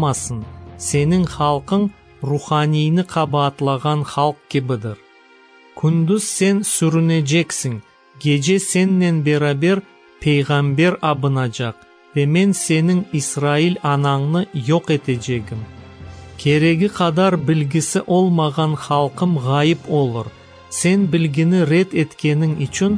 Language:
Crimean Tatar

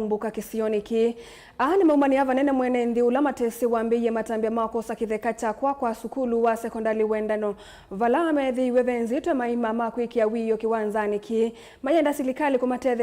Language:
Kamba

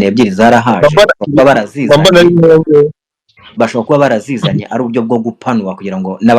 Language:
Kinyarwanda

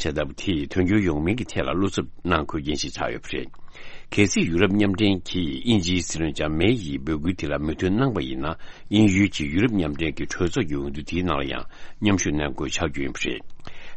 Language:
Tibetan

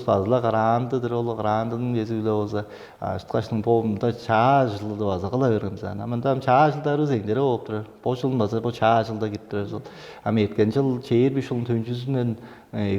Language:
Tuvinian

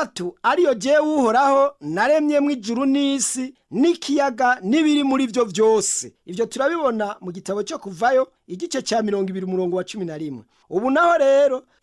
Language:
Rundi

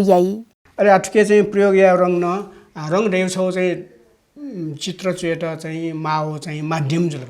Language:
Newari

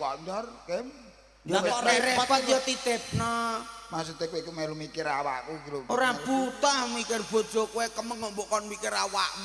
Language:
Javanese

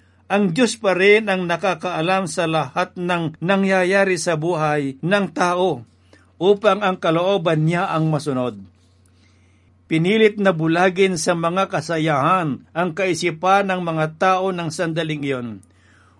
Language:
Filipino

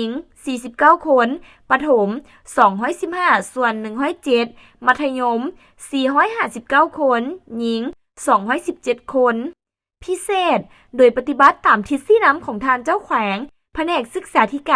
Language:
Lao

